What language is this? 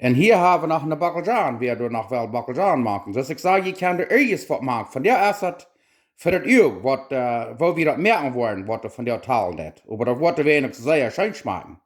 Plautdietsch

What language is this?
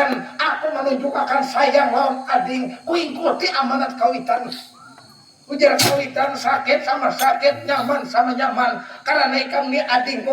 Banjar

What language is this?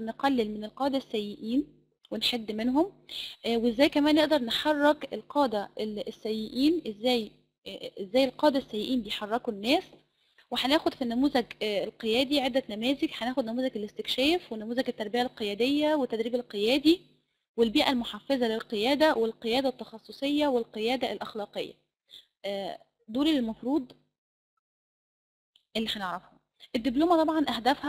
Egyptian Arabic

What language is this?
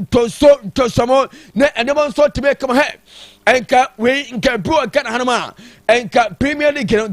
Akan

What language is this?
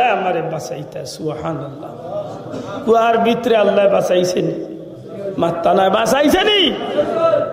Sylheti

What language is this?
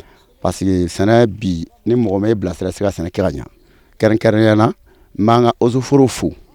Bambara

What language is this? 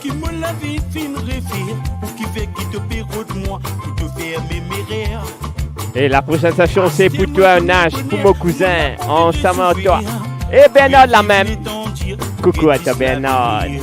Morisyen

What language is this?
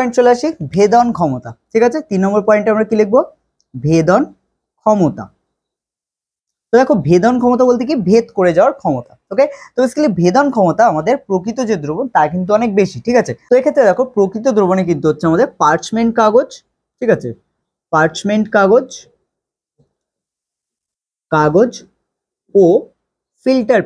Bangla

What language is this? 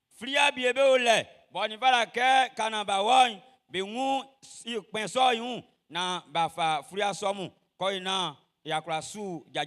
Baoulé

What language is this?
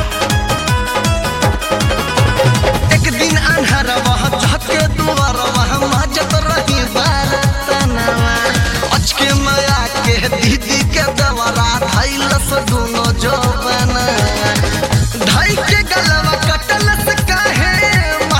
Bhojpuri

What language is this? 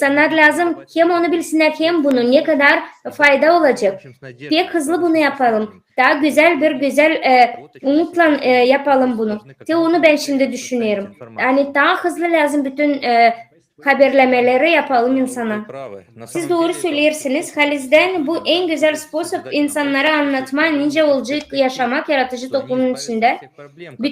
Gagauz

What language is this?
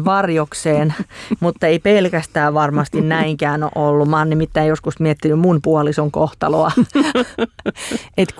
Finnish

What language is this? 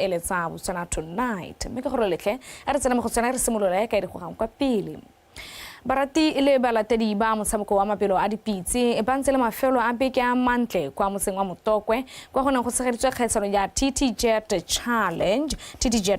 Tswana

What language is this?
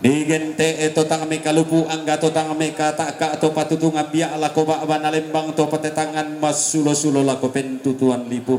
Toraja-Sa'dan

